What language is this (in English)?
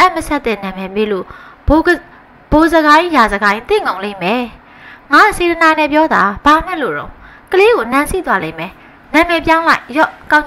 Burmese